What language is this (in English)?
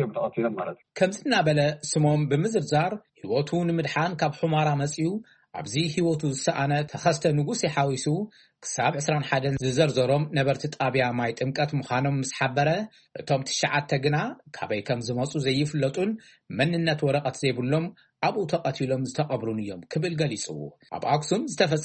Tigrinya